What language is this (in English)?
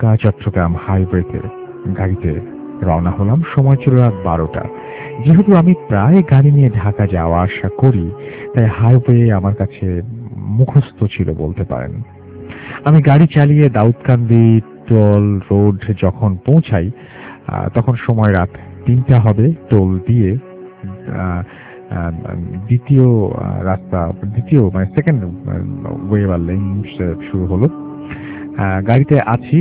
Bangla